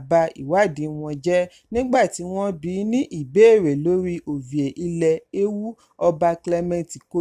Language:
Yoruba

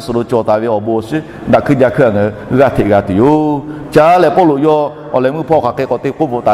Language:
Lahu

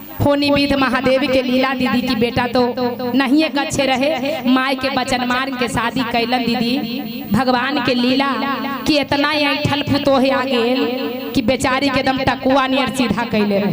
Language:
Magahi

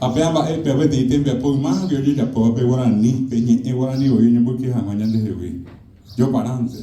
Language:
Guarani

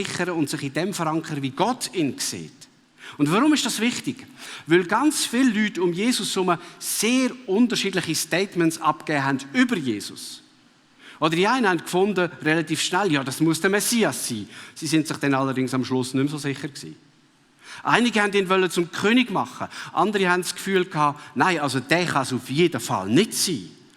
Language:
Swiss German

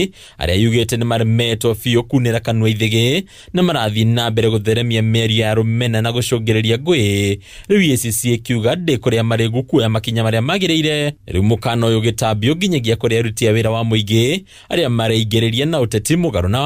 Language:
Kikuyu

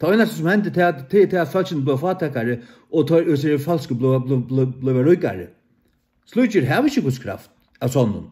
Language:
Faroese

